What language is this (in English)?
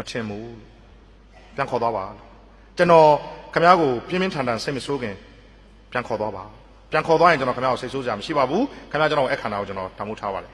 Burmese